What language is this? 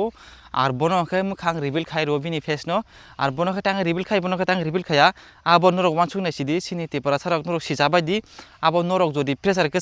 Kok Borok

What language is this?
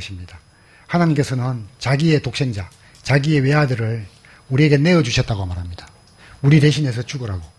Korean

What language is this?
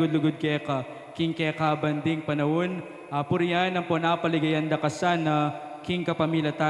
Pampanga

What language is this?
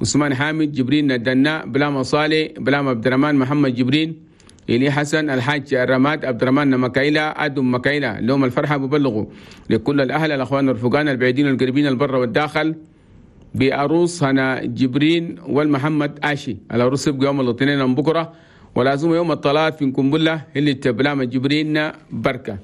Chadian Arabic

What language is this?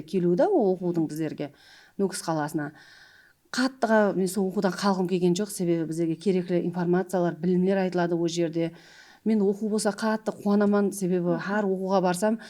Kara-Kalpak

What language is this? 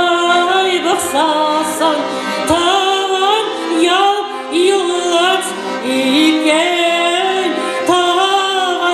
Chuvash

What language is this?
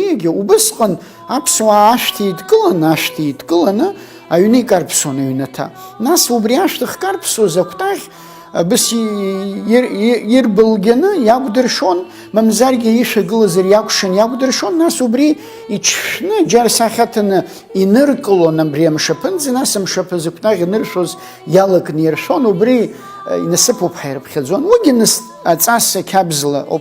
Abkhazian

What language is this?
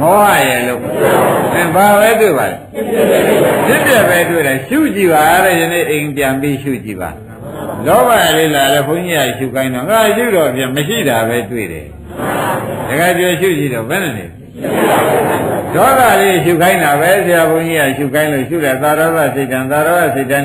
Burmese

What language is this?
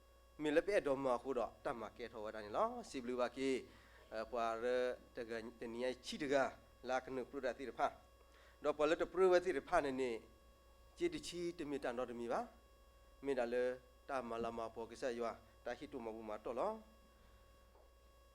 S'gaw Karen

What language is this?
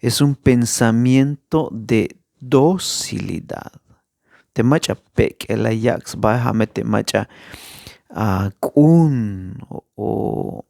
Tzeltal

